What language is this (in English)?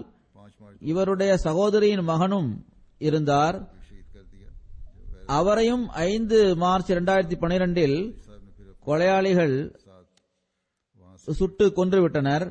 Tamil